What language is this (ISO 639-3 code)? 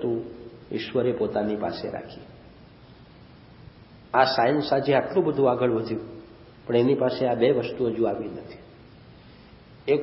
guj